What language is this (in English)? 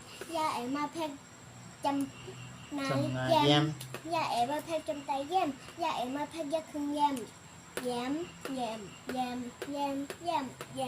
Shan